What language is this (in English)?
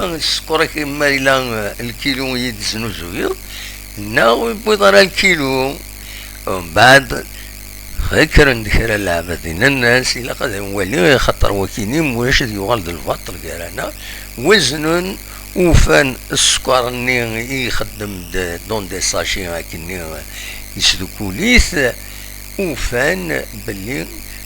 Kabyle